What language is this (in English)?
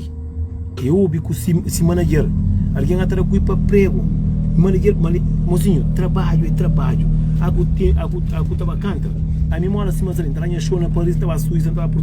Kabuverdianu